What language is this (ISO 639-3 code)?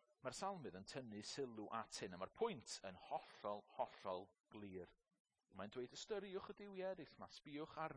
cym